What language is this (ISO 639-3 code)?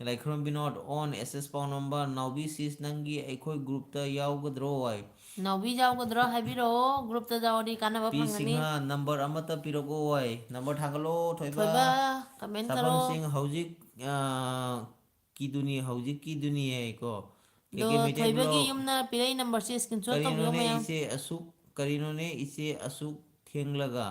mni